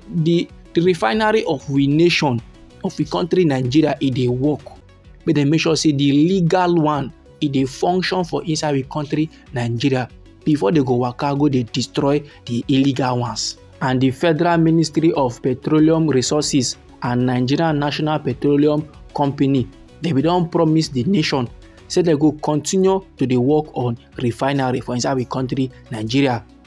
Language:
Nigerian Pidgin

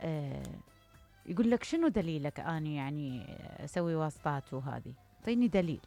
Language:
Mesopotamian Arabic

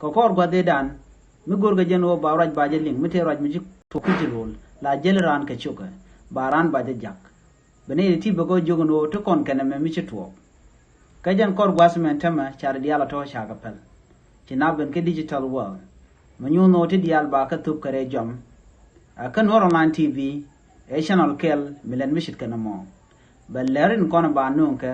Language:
Nuer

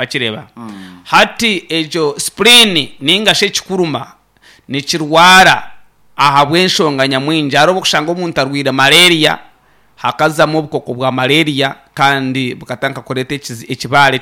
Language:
Nyankole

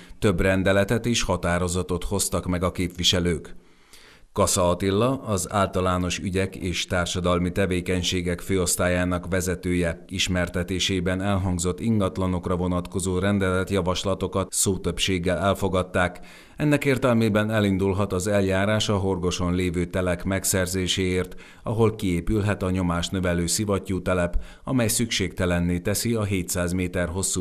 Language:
Hungarian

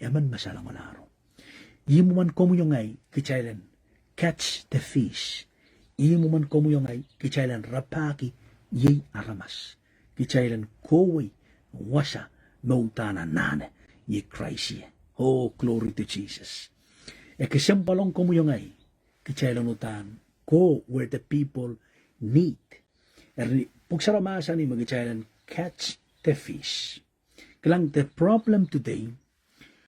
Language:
Pohnpeian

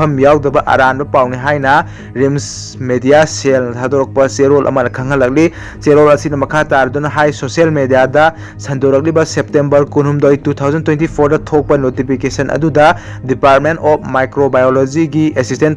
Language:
Manipuri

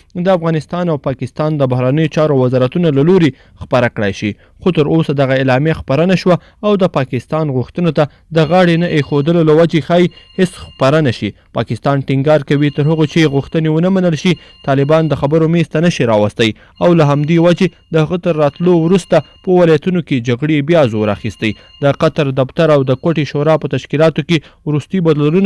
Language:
Pashto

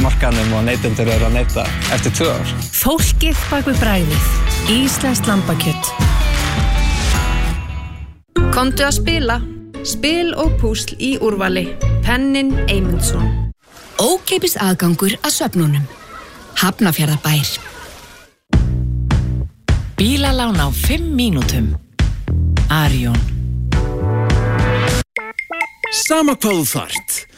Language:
Icelandic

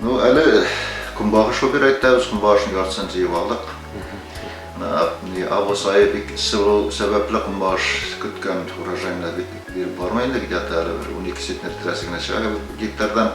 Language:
Bashkir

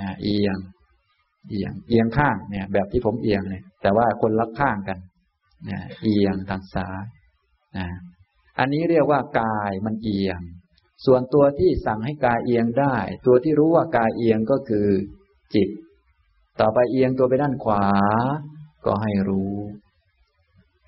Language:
Thai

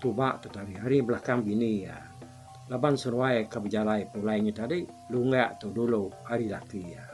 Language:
Iban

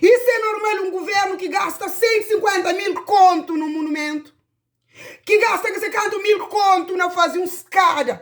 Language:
Kabuverdianu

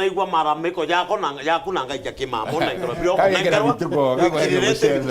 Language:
Meru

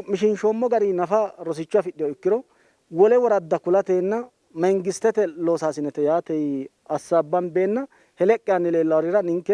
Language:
Sidamo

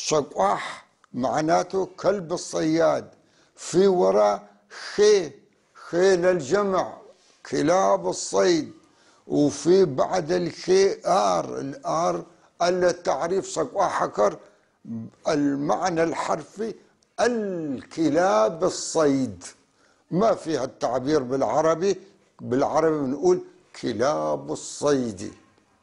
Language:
North Levantine Arabic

